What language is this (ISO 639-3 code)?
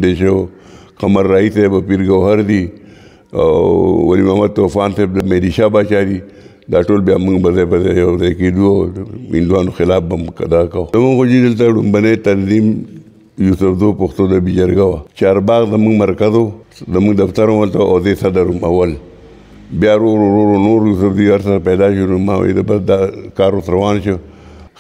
pus